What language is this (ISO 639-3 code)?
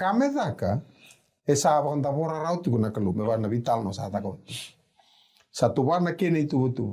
fij